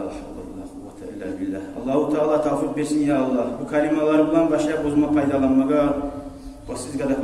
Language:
Kumyk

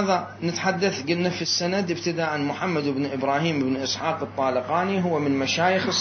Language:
Mesopotamian Arabic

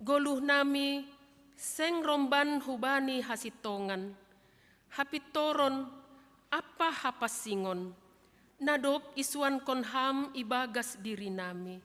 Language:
Batak Simalungun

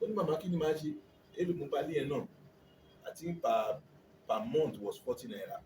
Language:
Yoruba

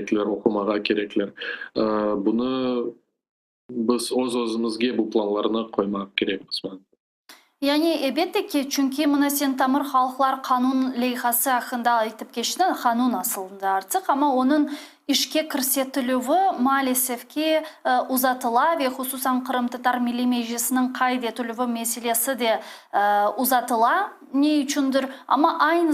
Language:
Crimean Tatar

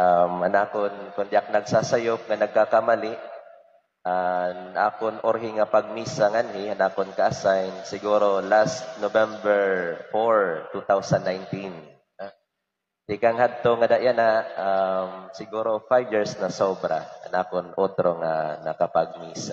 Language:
Waray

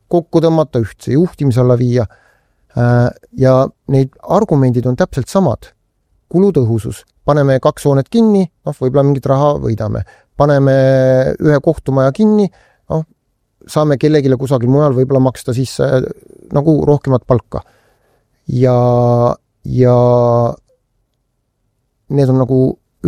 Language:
Estonian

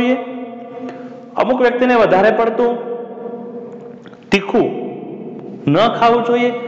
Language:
Gujarati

